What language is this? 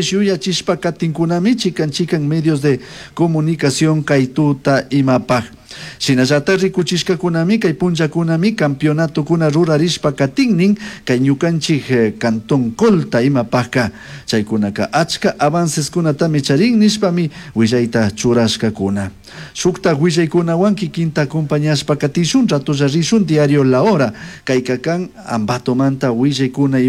Chimborazo Highland Quichua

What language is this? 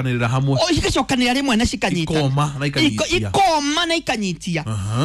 Kikuyu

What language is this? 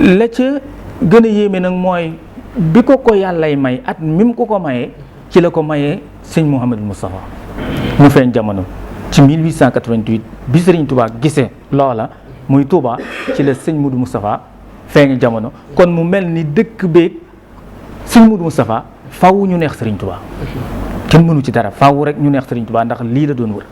Wolof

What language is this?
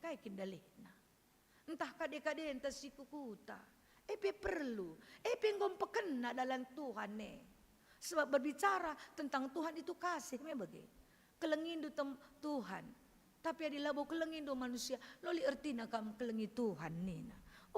Batak Karo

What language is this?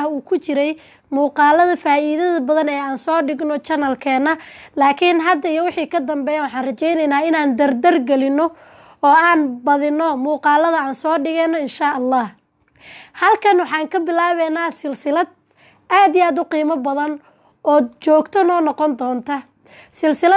Somali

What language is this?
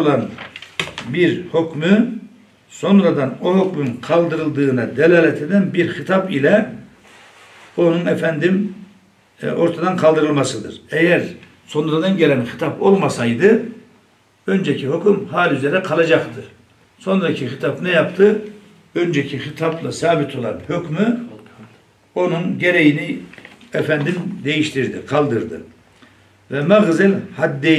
Turkish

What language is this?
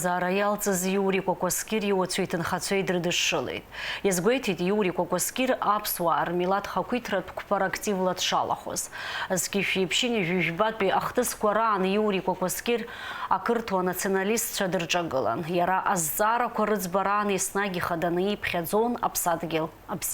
Abkhazian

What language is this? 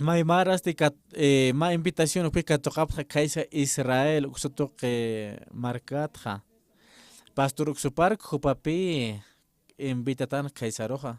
Aymara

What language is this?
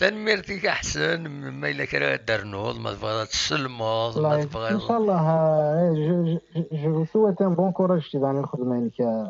Kabyle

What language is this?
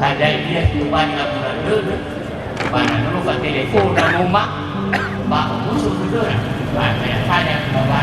Nias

